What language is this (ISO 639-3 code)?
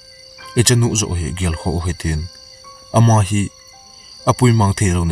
tcz